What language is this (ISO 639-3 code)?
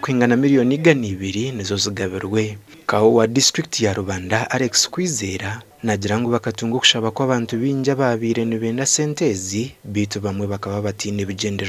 nyn